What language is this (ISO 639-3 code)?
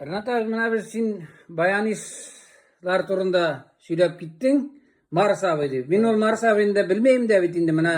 tat